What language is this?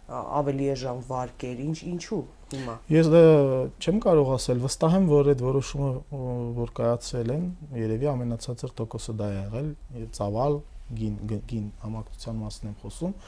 Armenian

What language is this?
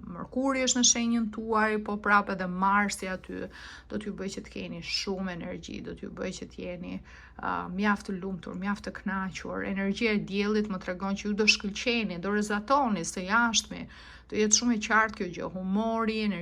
Albanian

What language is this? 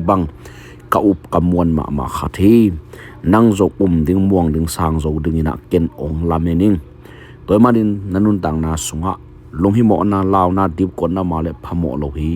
Tedim Chin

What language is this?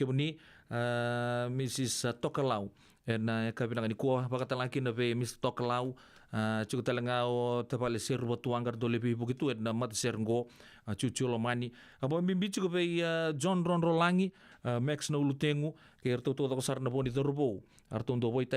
Fijian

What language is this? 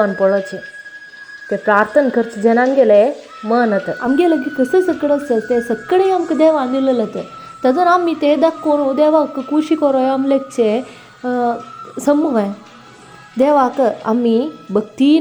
Konkani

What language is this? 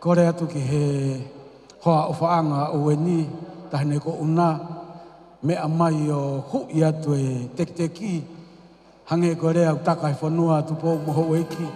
Tongan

